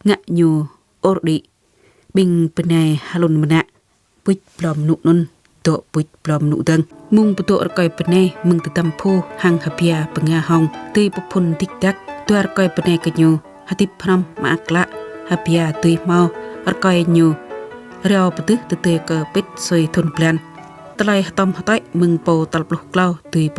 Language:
Jarai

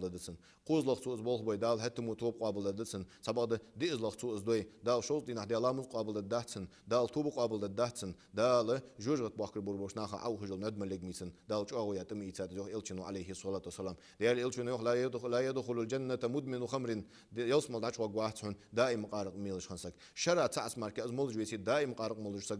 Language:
Ingush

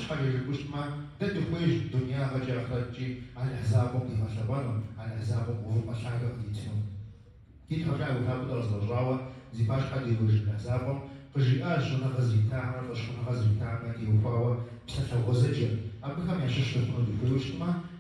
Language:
Kabardian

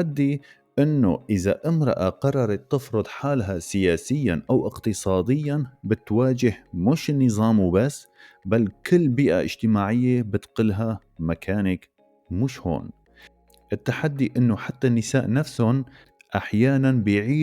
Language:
North Levantine Arabic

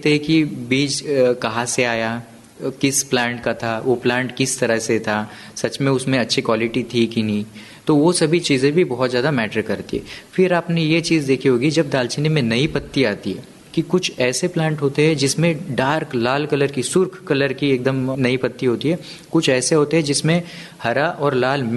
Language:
Hindi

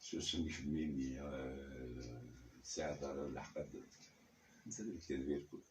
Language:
Kabyle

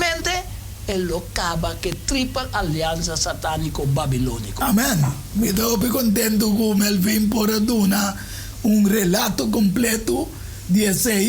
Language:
Papiamento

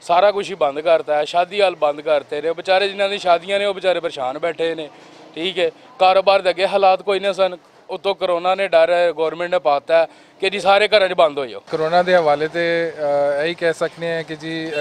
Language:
Western Panjabi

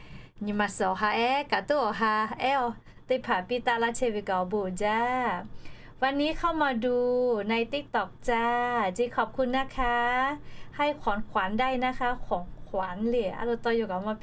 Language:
Lahu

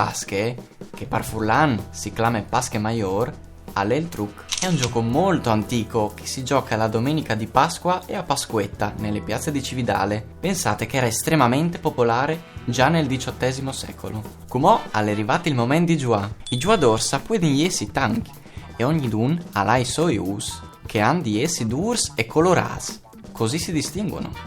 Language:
Friulian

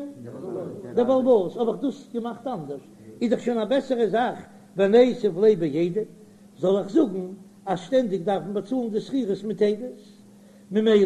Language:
Yiddish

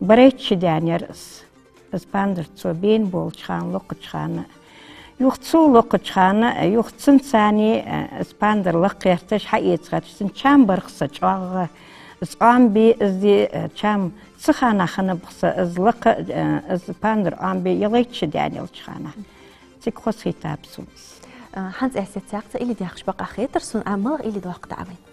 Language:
Ingush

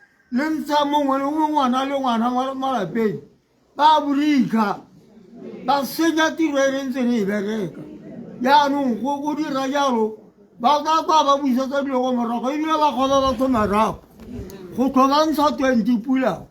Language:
Tswana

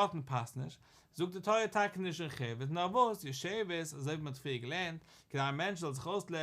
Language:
Yiddish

